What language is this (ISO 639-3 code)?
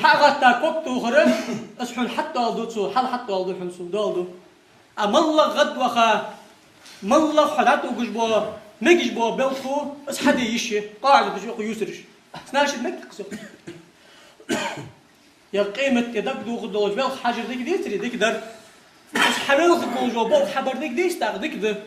inh